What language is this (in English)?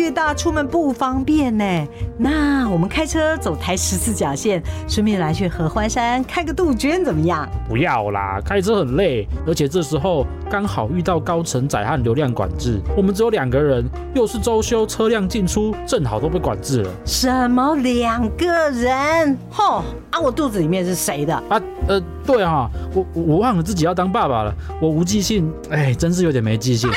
Chinese